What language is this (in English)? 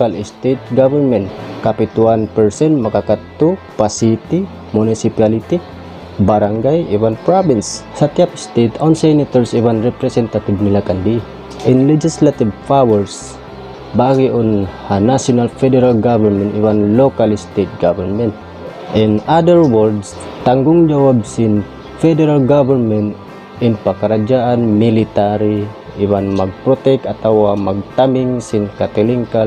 Tausug